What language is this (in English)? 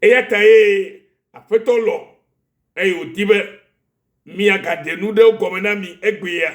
Ewe